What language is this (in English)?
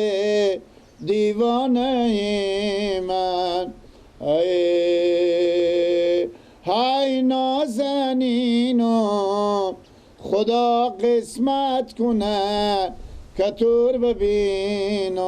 Persian